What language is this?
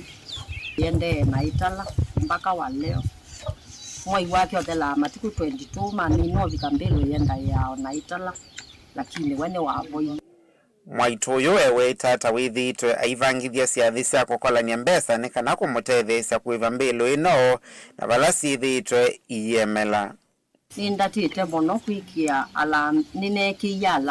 Kamba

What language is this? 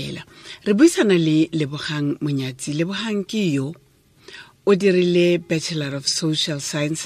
Tswana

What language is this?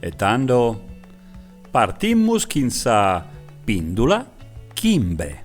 Sardinian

